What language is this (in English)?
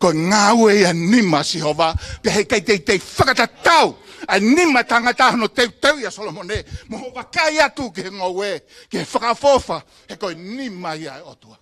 Tongan